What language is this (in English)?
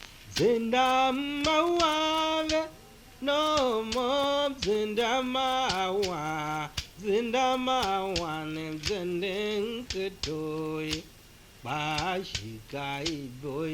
Tiv